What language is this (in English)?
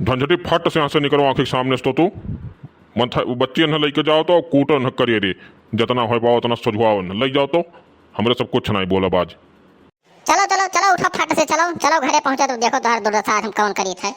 Awadhi